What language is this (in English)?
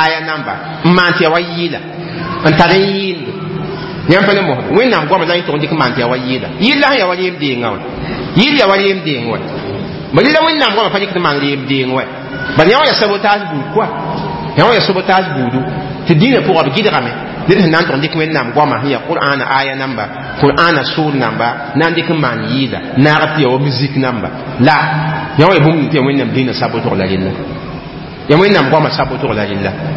Mossi